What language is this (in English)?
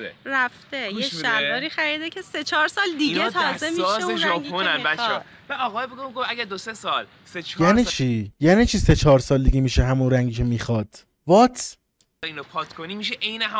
Persian